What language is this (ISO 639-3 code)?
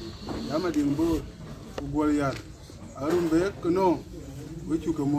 din